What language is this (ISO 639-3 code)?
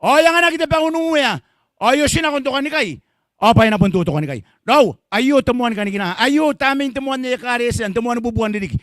gil